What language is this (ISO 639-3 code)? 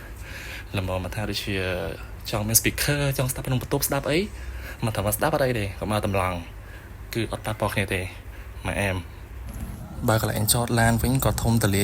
khm